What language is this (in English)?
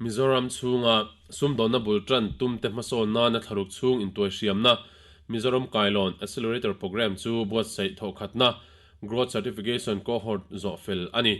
Mizo